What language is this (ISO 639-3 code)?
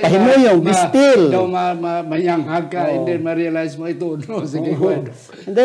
hil